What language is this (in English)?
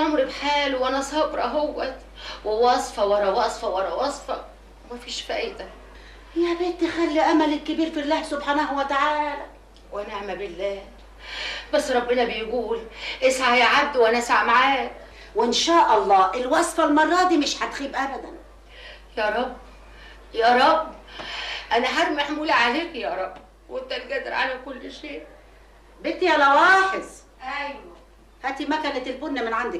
Egyptian Arabic